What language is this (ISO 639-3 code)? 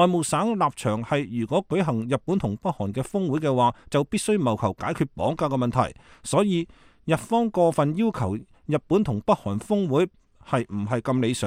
yue